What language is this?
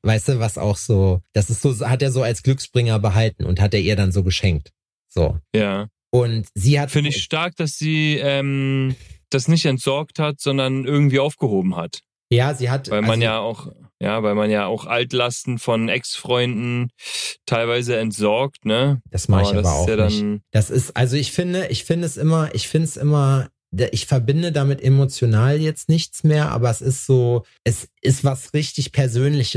German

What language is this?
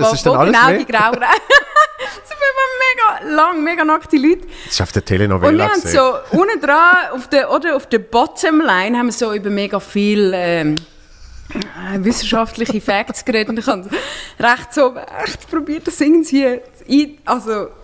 Swiss German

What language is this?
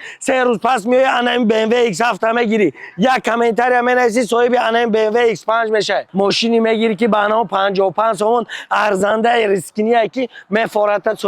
Tajik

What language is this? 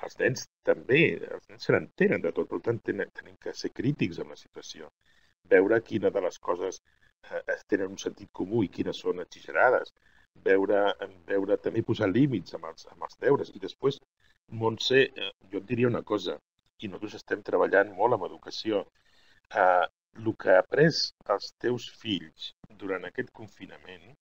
Catalan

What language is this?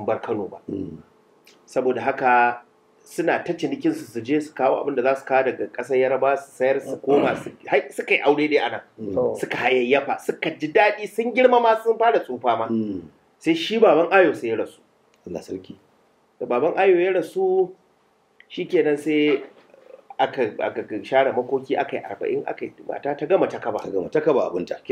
Hausa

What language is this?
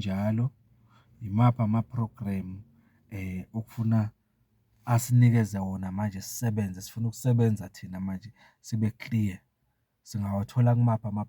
Zulu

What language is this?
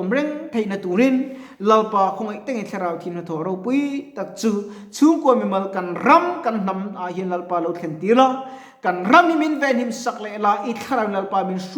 Mizo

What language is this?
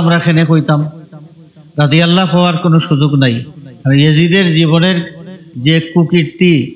Sylheti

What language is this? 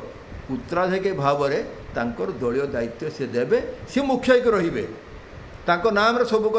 Odia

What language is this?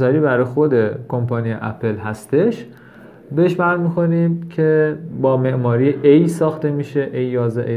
Persian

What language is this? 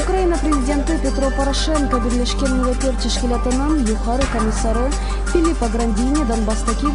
Crimean Tatar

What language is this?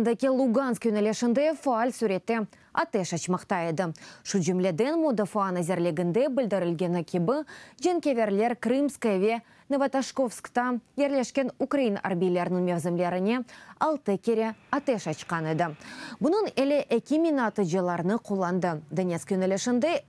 Crimean Tatar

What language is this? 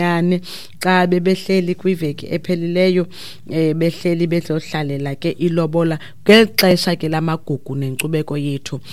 Xhosa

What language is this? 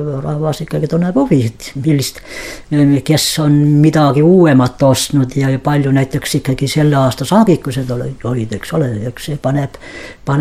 Estonian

